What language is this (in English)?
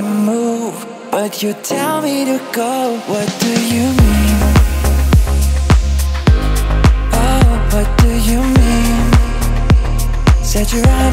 English